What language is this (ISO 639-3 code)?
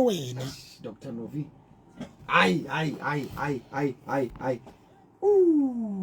sot